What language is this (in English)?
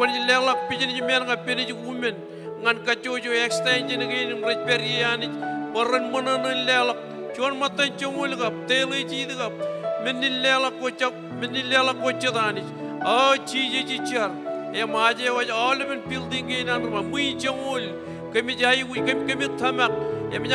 Marshallese